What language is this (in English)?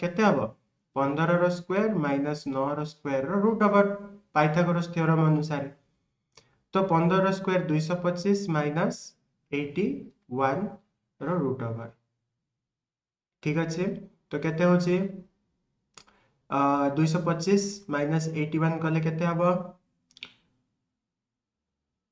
Odia